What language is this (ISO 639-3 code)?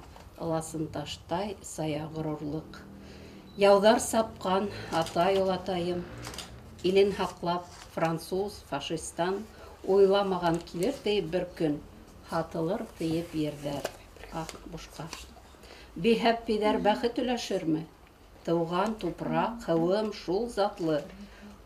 bak